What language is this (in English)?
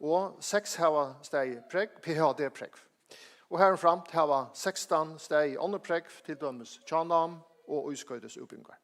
Faroese